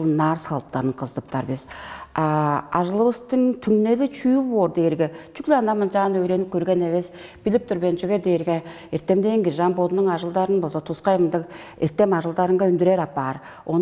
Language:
Tuvinian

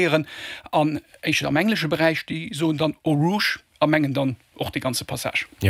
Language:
Luxembourgish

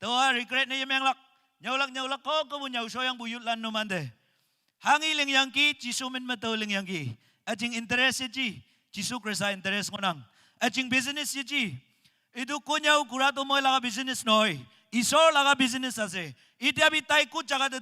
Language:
Naga Pidgin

